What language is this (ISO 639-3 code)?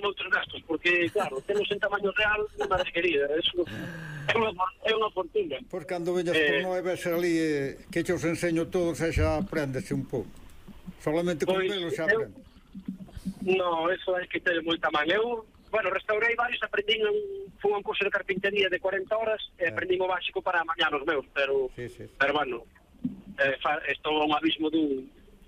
glg